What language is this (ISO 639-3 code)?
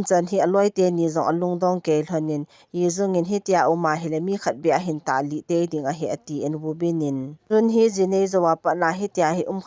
tcz